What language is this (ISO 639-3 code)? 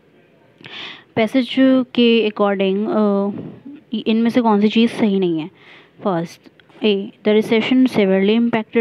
hin